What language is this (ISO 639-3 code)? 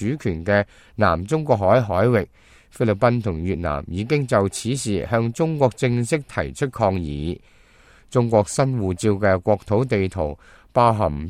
yue